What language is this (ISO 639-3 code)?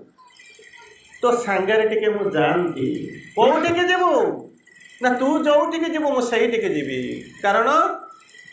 ori